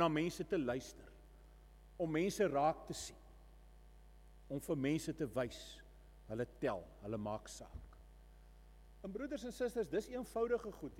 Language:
Afrikaans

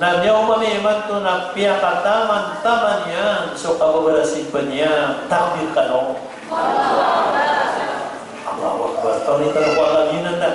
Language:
Maranao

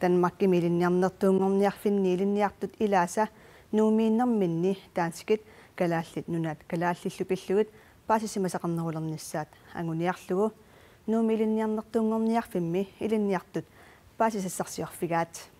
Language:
Kalaallisut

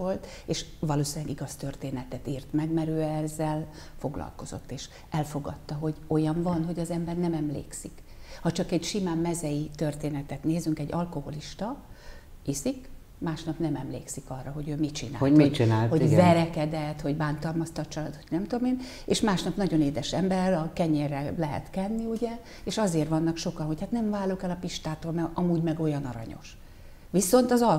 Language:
Hungarian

